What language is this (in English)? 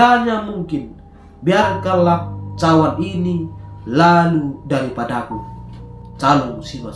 Batak Karo